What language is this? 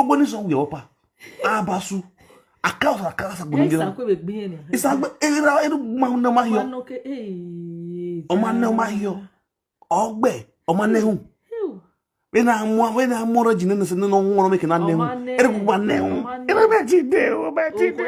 Nigerian Pidgin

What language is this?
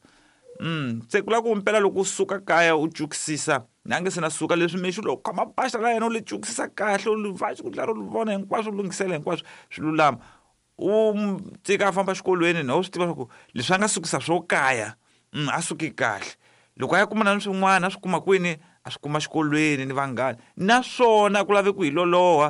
Tsonga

